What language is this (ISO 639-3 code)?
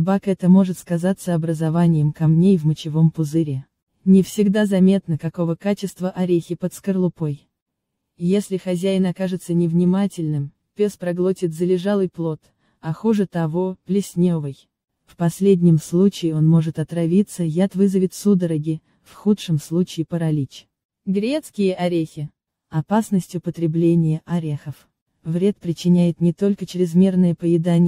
rus